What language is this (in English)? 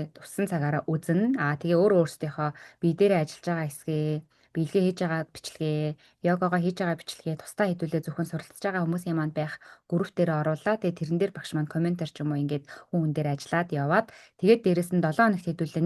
Mongolian